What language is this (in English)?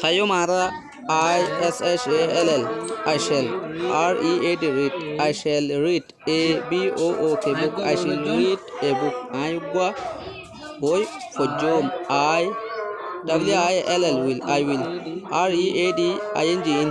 Rohingya